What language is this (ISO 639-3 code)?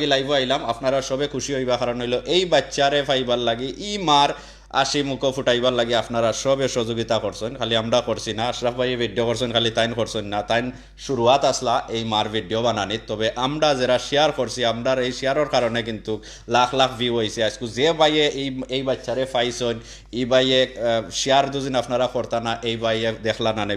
syl